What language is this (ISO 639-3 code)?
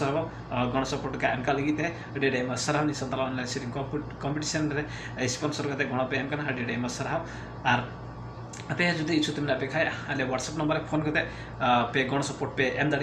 sat